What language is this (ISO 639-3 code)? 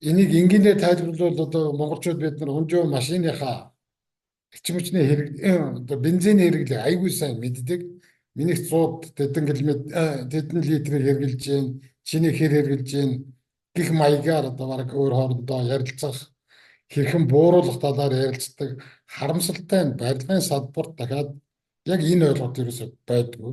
mon